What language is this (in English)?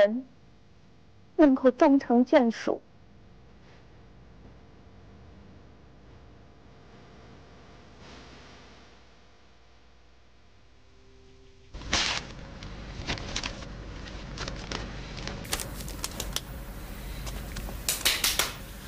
Chinese